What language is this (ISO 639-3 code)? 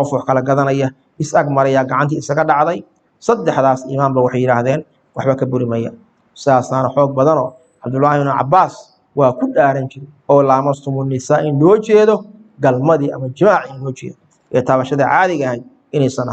som